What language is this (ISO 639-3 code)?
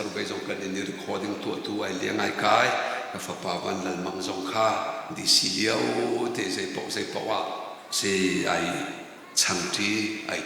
cnh